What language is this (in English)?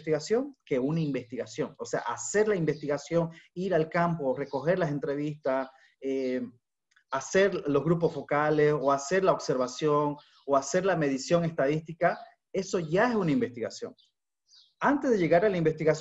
Spanish